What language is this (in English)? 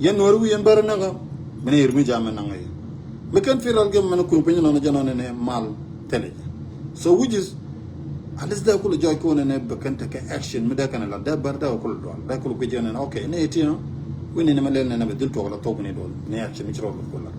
Nuer